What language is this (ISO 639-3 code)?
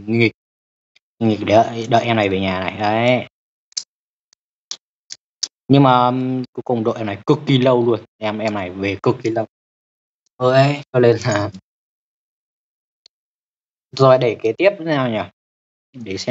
vie